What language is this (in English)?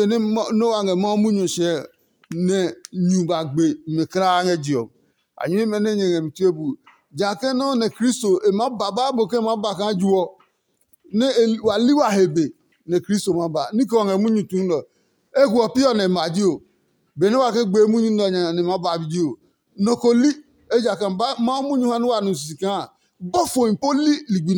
Adangme